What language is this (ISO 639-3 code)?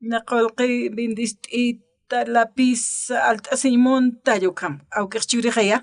aym